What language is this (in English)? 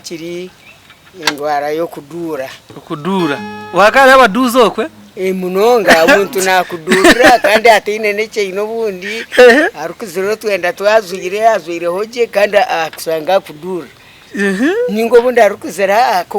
Nyankole